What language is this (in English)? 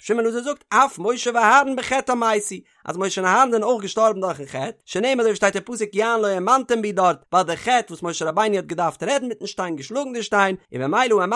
Yiddish